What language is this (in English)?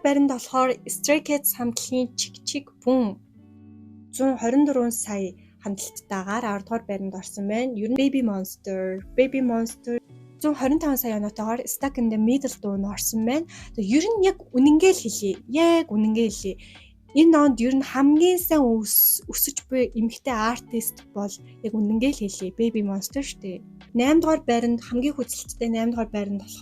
Mongolian